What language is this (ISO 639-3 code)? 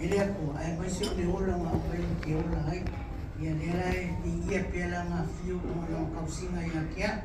smo